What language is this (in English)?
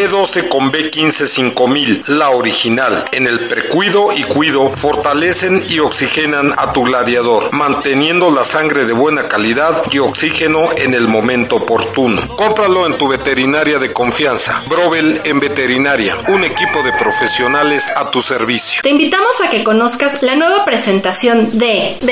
Spanish